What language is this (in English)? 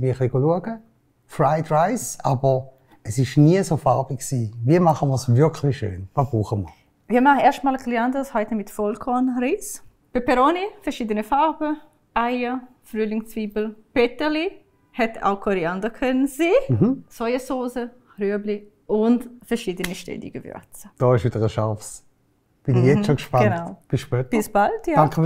Swiss German